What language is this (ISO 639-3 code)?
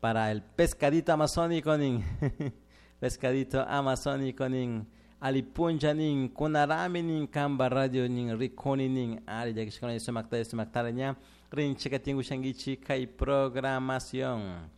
qug